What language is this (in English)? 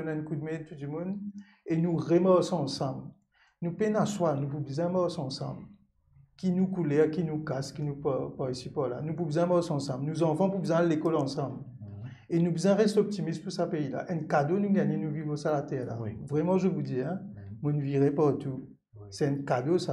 Morisyen